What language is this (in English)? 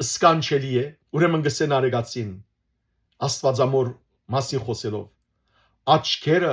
Western Armenian